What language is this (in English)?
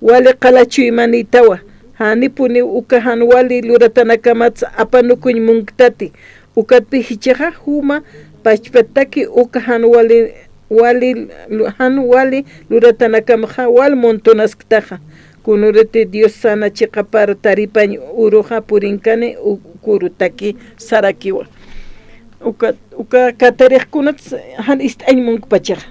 Aymara